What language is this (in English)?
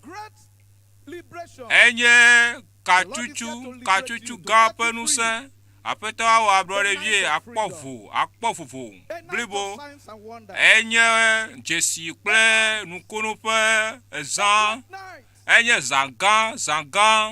Ewe